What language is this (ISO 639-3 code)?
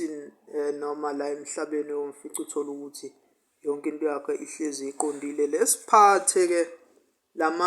zul